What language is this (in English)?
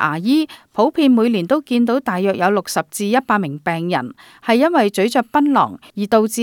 Cantonese